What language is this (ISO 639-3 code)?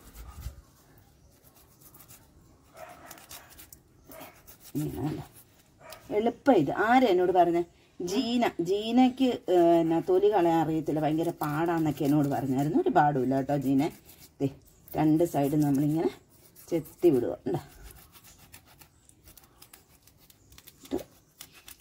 mal